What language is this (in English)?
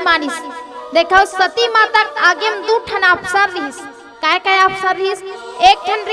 Chhattisgarhi